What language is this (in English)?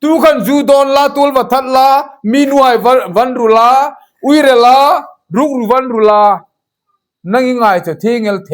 Hmar